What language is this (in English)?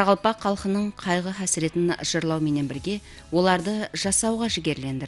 Kara-Kalpak